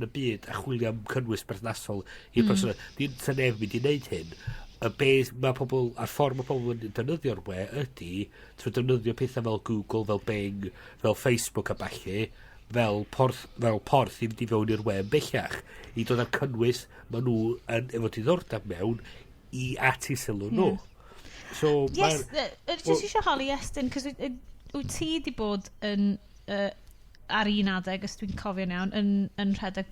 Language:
Welsh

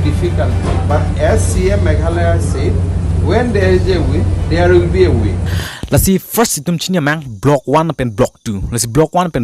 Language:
Karbi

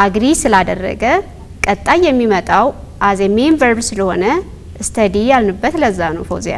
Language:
Amharic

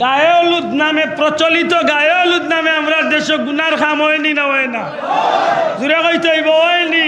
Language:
Sylheti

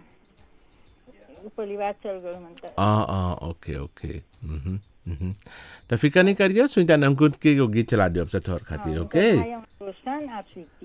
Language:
Bhojpuri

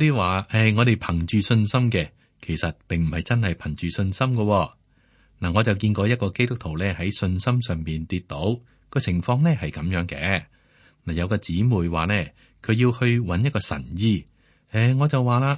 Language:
Cantonese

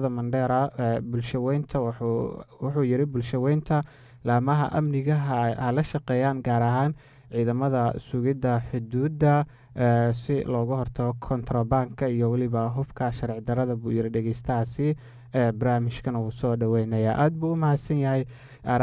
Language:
Somali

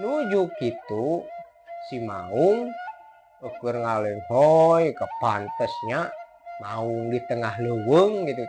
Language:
Sundanese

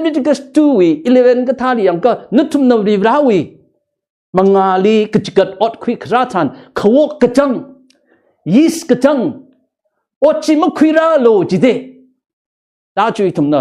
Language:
Tangkhul Naga (India)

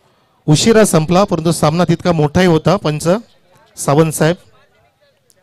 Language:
Marathi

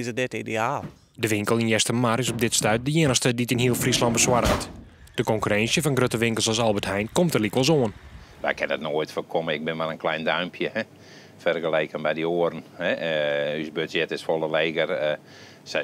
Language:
Western Frisian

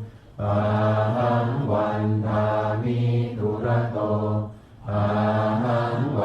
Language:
Pali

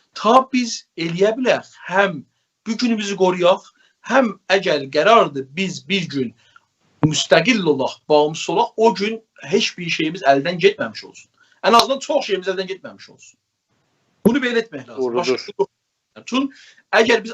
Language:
South Azerbaijani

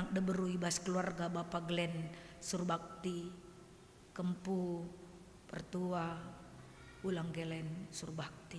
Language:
Batak Karo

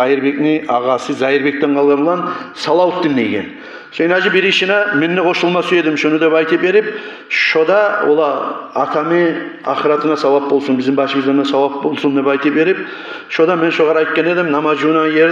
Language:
Kumyk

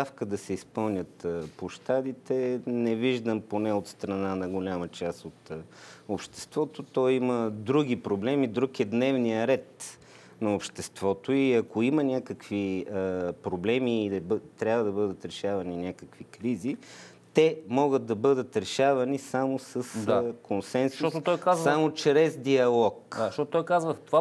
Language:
Bulgarian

